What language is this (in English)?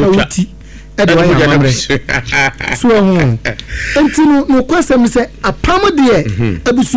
Akan